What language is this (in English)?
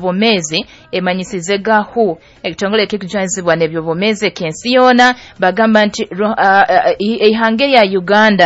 Nyoro